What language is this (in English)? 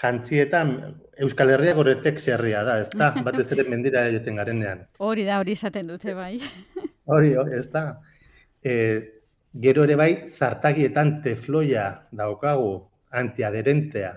Basque